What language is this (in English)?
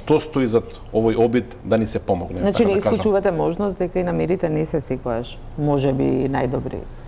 Macedonian